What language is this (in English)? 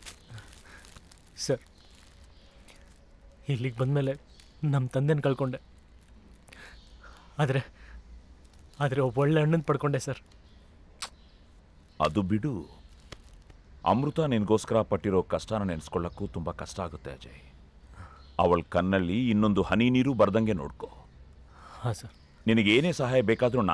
Kannada